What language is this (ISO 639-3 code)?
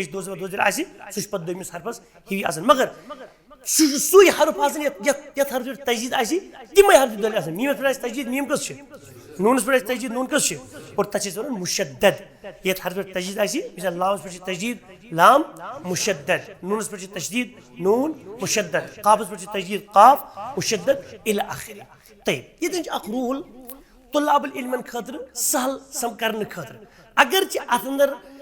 kas